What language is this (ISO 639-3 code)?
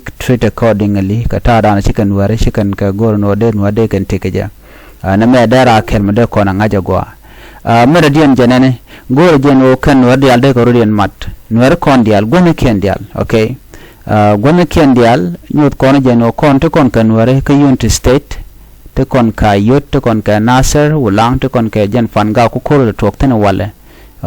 nus